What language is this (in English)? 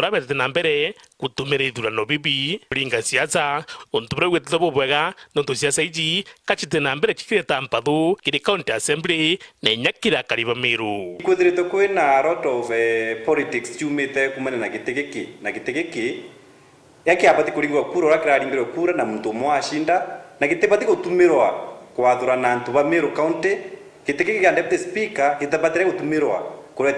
Meru